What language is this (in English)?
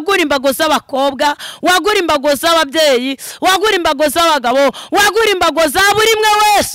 Kinyarwanda